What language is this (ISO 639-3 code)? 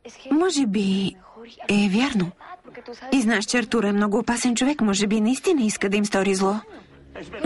bul